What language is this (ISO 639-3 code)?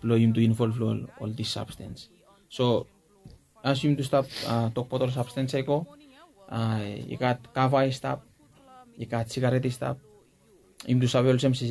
bis